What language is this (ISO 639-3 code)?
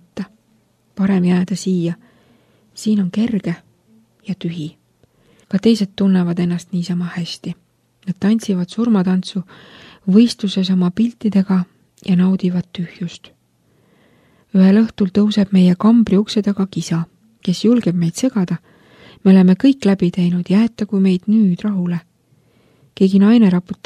est